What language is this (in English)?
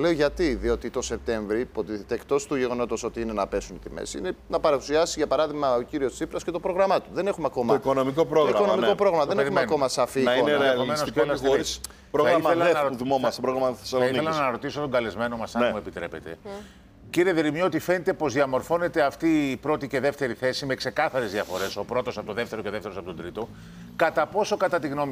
Greek